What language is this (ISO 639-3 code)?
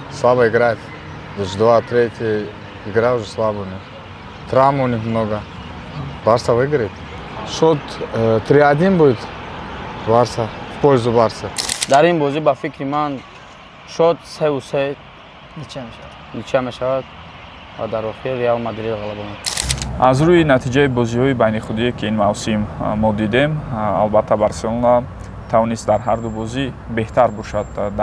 tgk